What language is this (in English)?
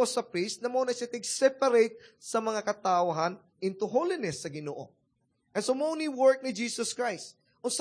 Cebuano